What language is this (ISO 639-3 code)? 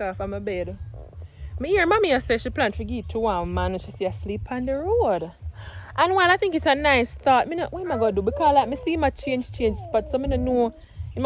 jam